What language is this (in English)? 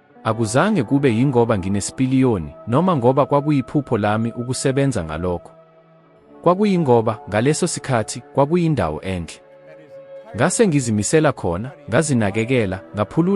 Zulu